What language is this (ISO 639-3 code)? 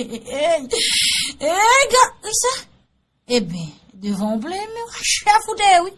hat